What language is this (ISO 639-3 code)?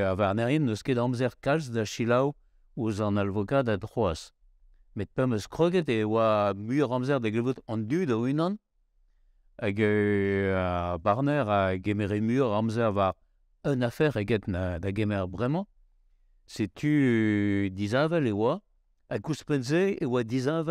bre